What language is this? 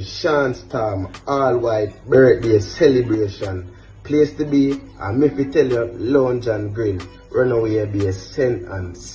Jamaican Creole English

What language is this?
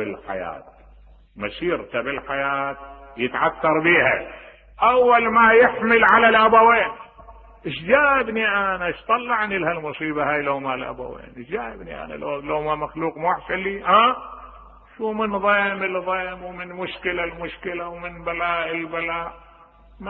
Mesopotamian Arabic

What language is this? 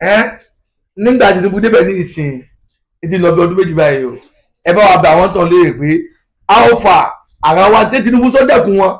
Yoruba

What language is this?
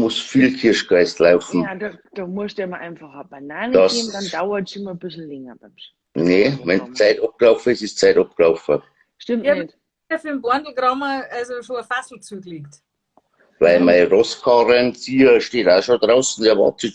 Bavarian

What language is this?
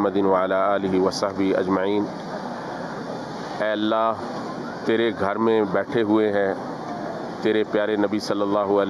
Urdu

